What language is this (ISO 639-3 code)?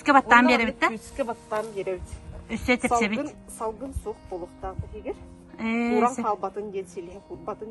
sah